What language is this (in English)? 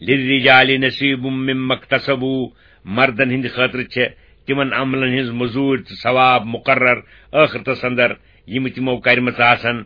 Kashmiri